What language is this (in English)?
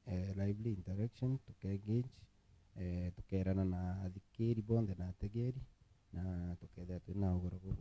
Meru